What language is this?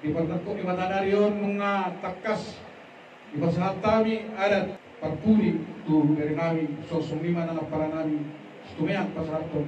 Batak Toba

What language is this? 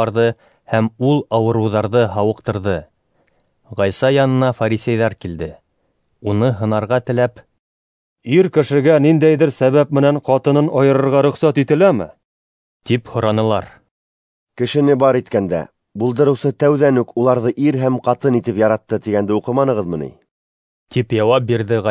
Bashkir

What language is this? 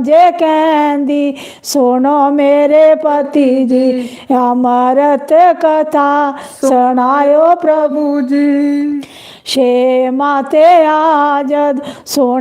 Dogri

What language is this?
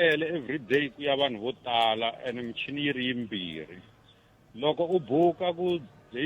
Tsonga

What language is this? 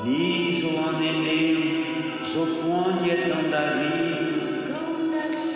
Breton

